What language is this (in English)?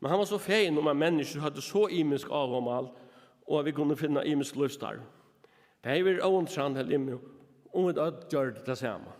Faroese